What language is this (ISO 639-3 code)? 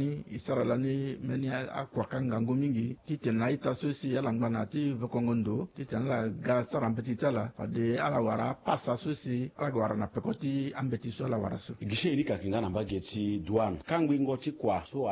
sag